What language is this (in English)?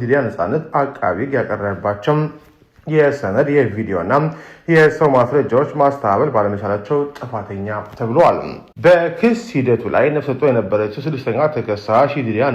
Amharic